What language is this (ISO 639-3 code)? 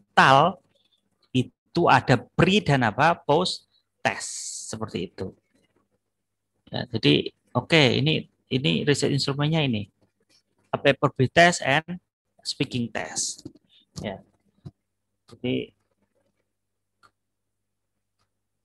ind